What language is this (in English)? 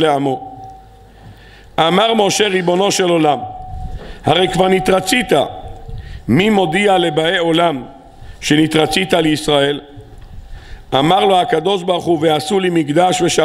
Hebrew